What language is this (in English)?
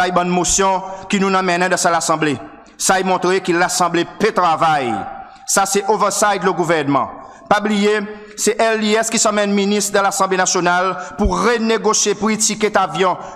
Seselwa Creole French